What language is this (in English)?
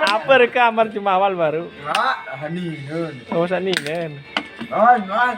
Sasak